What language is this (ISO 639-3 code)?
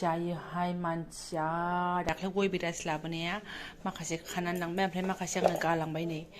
brx